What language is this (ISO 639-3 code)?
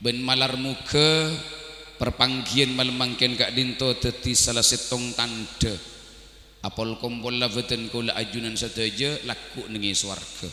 mad